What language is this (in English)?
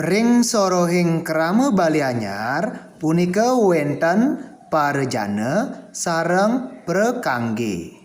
Balinese